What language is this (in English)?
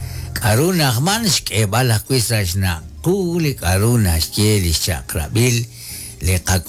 Kekchí